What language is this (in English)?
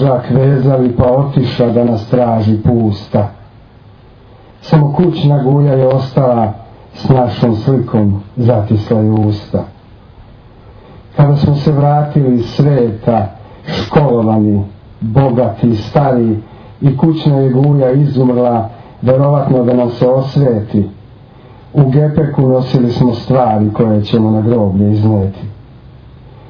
Serbian